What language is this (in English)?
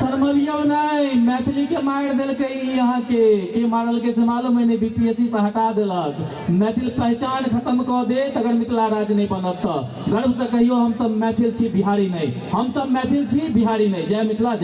Maithili